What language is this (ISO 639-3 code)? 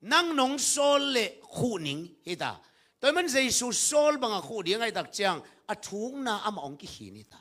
ctd